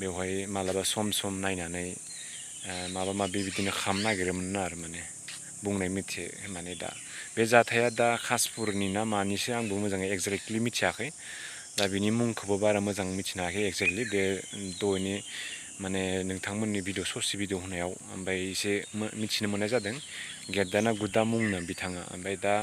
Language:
Bodo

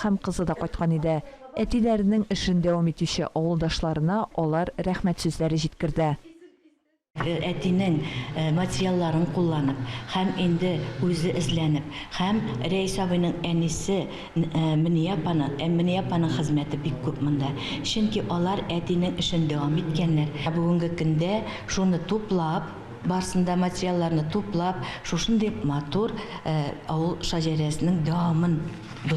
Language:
Tatar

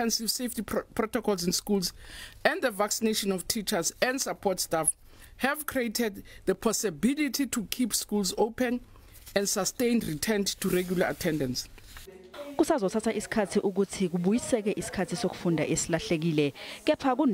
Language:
Zulu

